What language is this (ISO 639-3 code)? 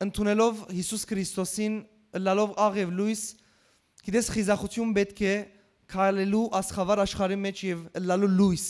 hyw